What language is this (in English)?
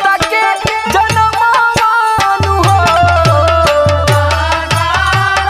Bhojpuri